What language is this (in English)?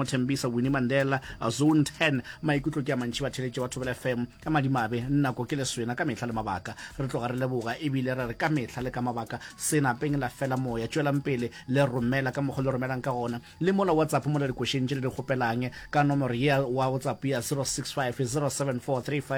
Northern Sotho